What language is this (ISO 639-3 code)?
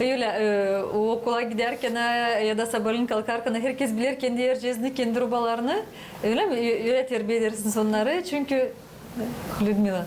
gag